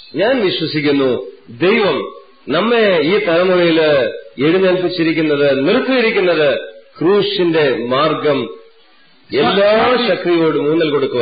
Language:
Malayalam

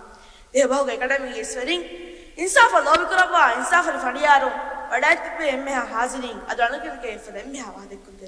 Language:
Divehi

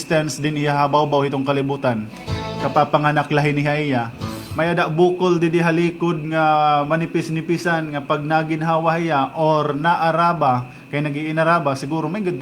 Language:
Waray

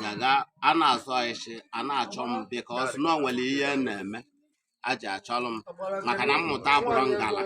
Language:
Igbo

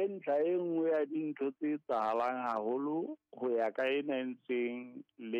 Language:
Southern Sotho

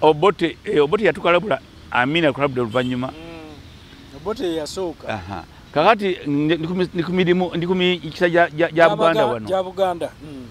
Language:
Ganda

